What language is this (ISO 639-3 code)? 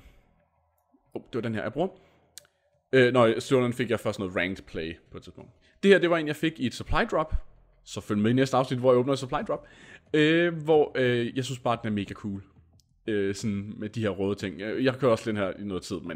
dan